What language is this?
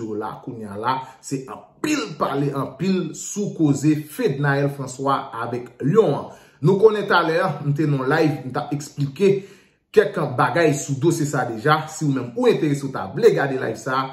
Haitian Creole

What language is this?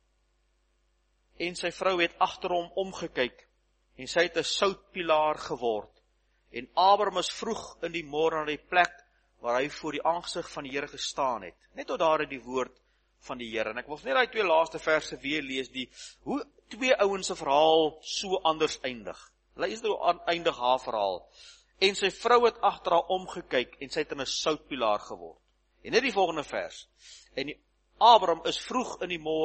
Afrikaans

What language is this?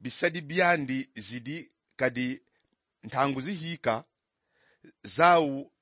Kongo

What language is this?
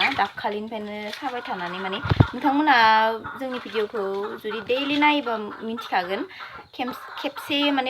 Bodo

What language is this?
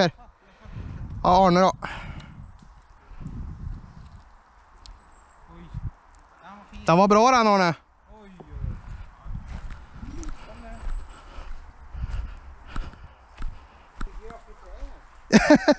Swedish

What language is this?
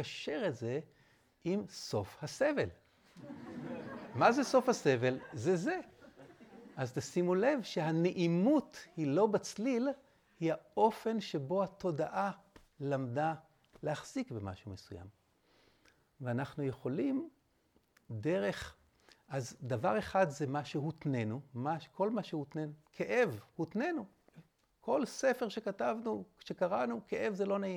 Hebrew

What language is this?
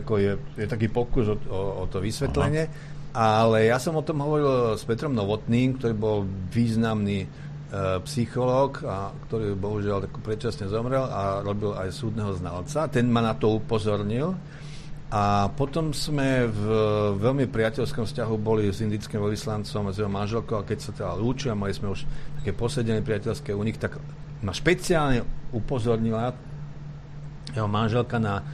Slovak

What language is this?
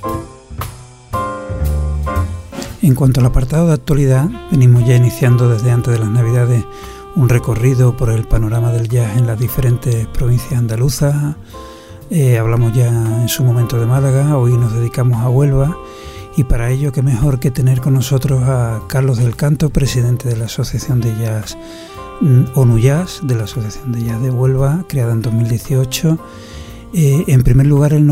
Spanish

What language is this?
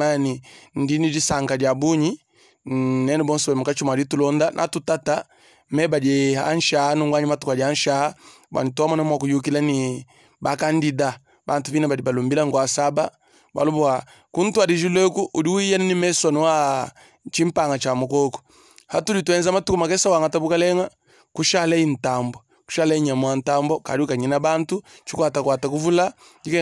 Luba-Lulua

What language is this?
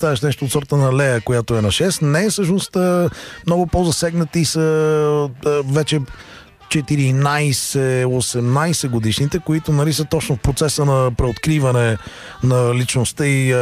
Bulgarian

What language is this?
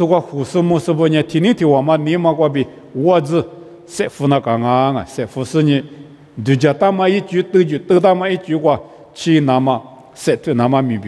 Lisu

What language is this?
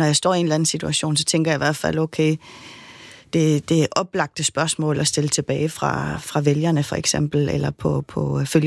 Danish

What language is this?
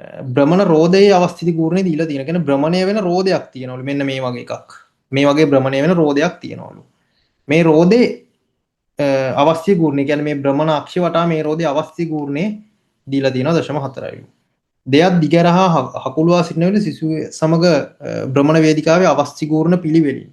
Sinhala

